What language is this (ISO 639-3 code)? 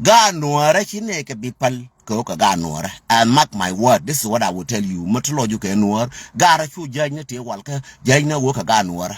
nus